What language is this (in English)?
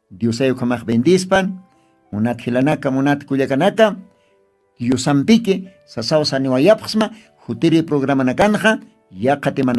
Aymara